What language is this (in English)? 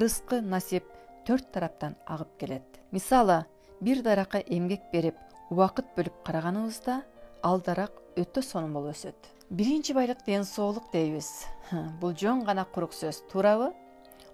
Kyrgyz